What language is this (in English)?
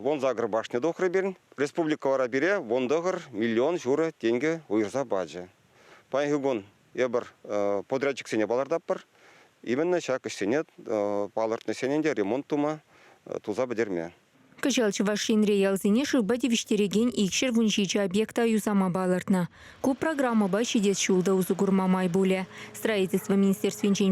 Chuvash